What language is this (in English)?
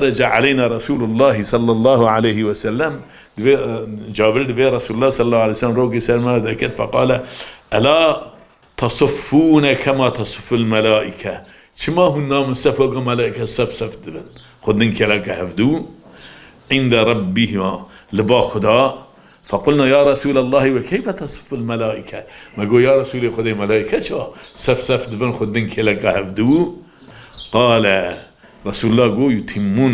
Kurdish